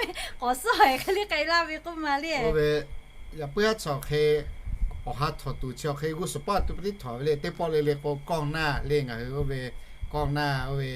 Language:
Lahu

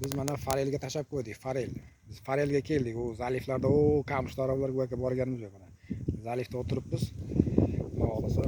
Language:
Uzbek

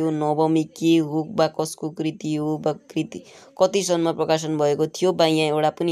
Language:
Nepali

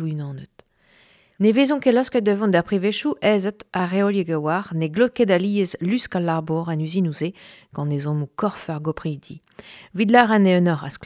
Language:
Breton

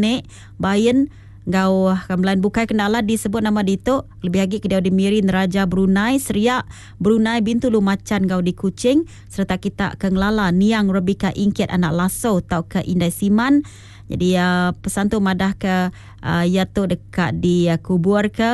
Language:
Iban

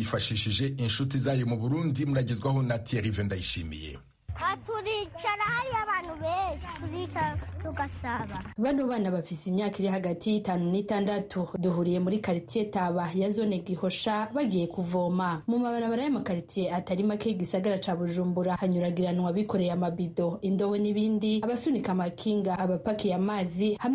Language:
Rundi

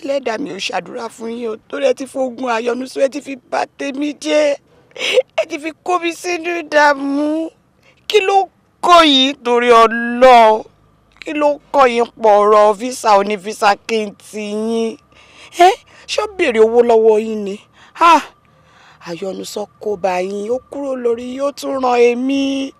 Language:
Yoruba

